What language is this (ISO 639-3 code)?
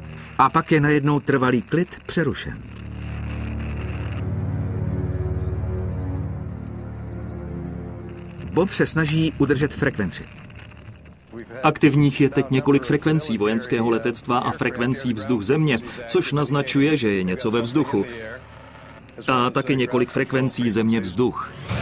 ces